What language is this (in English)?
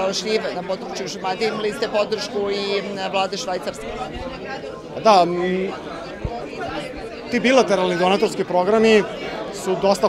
Serbian